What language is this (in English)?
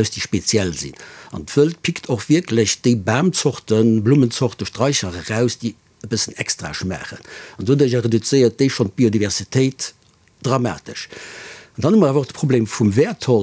Luxembourgish